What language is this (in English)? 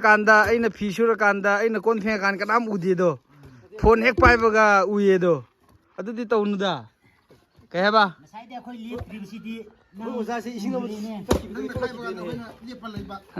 Manipuri